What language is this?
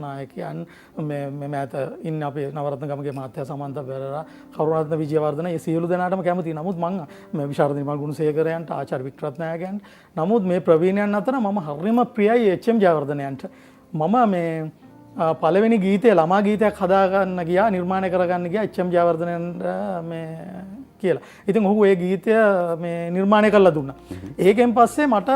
Sinhala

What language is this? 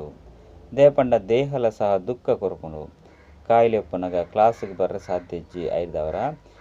Tulu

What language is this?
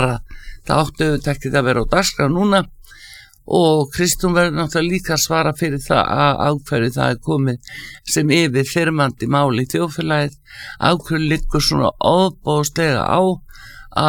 Icelandic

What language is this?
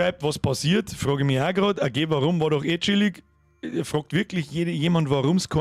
Bavarian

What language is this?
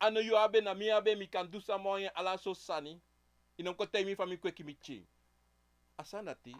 Sranan Tongo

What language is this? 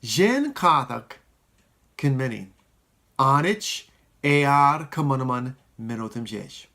Marshallese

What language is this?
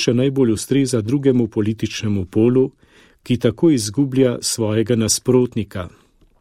Slovenian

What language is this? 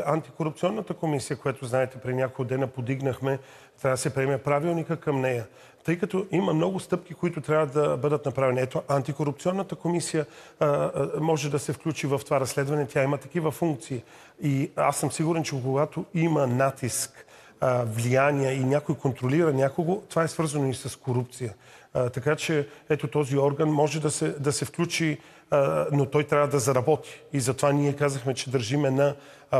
Bulgarian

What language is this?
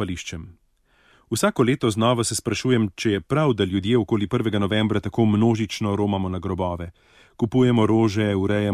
Slovenian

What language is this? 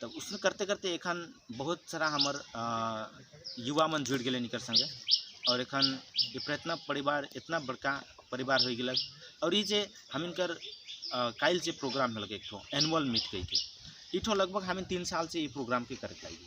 Sadri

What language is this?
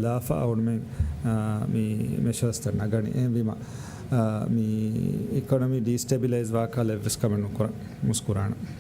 Divehi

